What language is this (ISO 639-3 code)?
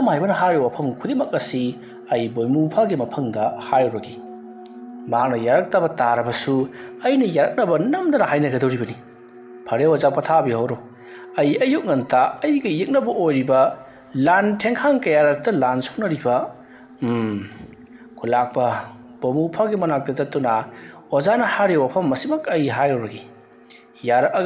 mni